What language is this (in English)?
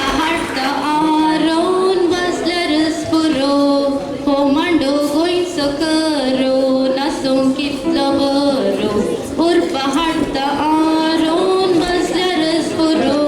Konkani